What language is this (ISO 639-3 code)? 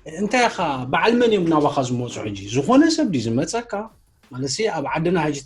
tir